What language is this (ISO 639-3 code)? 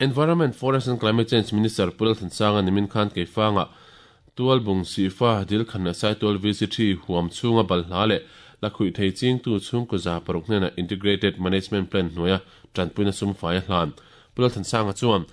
lus